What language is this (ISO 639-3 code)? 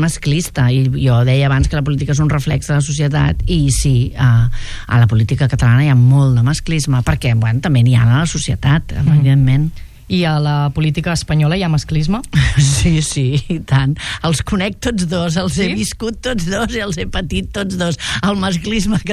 cat